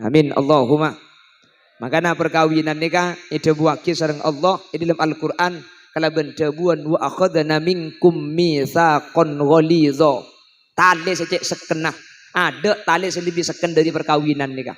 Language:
Madurese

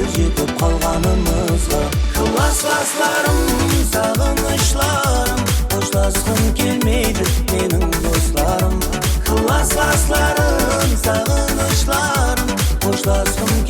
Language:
Kara-Kalpak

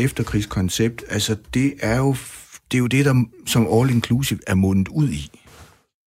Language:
Danish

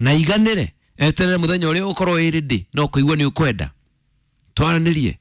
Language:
Kikuyu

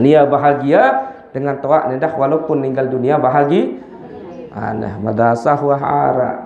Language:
Sasak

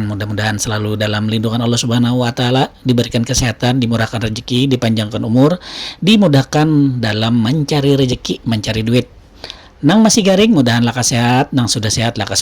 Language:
Banjar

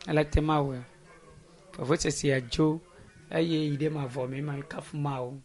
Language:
Ewe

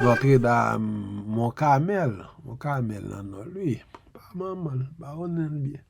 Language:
Haitian Creole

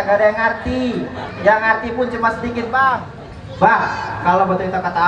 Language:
Betawi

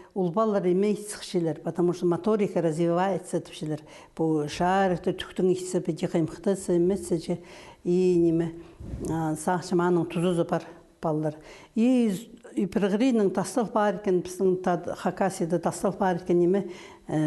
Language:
Khakas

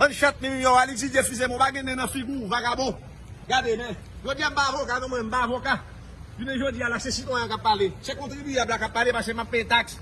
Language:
Haitian Creole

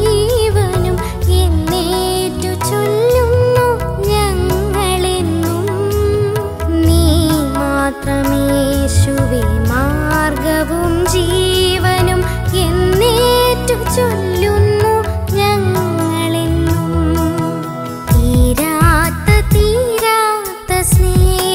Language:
Malayalam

